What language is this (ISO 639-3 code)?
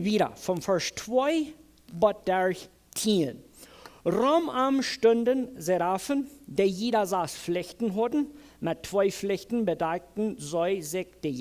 pdt